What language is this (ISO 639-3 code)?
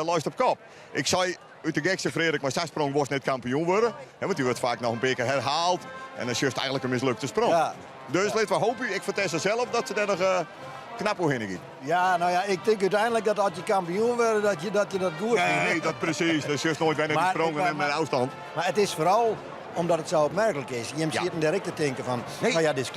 fry